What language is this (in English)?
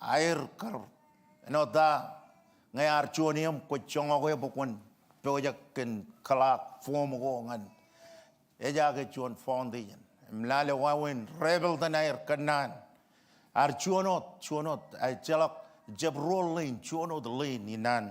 Marshallese